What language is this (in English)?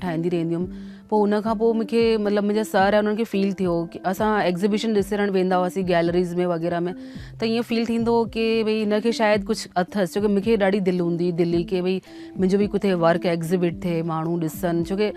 Sindhi